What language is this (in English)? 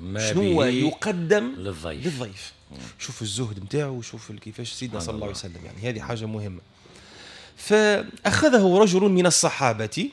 Tunisian Arabic